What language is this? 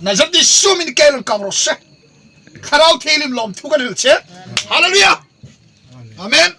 Hmar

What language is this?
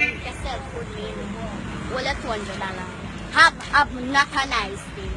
Jamaican Creole English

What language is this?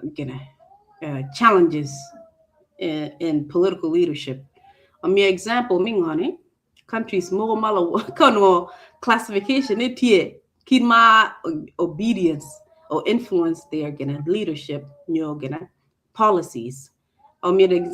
Acoli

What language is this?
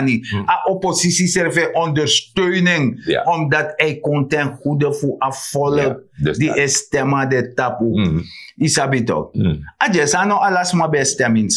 Sranan Tongo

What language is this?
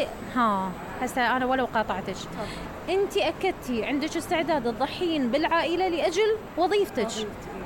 Mesopotamian Arabic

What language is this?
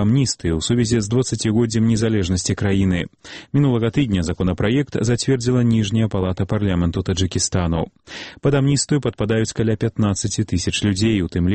Belarusian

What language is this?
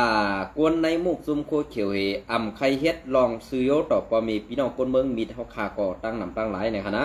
Shan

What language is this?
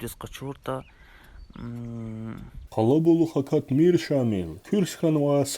Lezghian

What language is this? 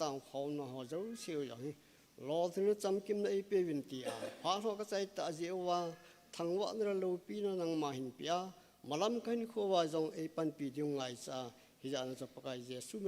Thado Chin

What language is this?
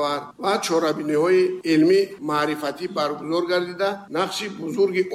Tajik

